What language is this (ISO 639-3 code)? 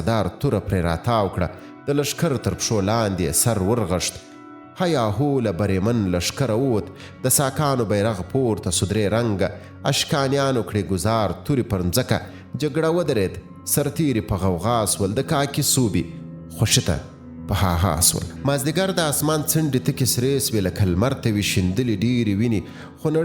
pus